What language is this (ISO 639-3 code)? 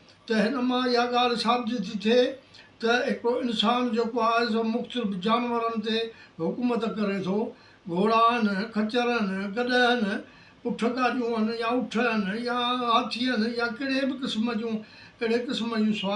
snd